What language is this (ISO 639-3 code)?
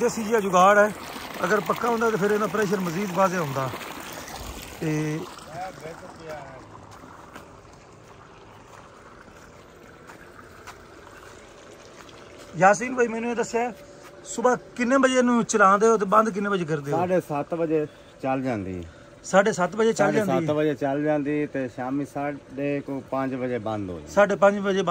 pan